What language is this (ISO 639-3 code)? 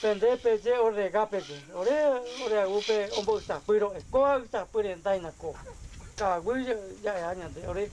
grn